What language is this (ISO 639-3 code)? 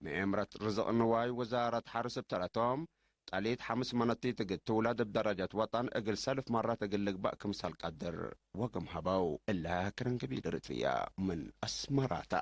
tig